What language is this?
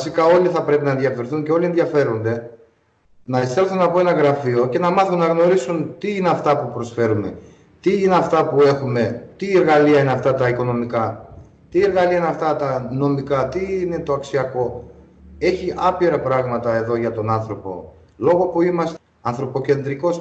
Greek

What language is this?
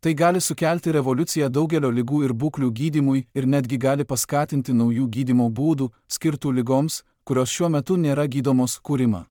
Lithuanian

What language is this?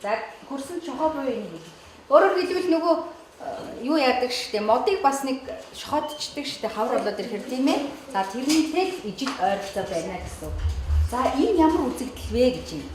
Mongolian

